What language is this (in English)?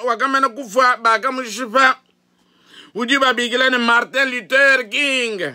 Luba-Lulua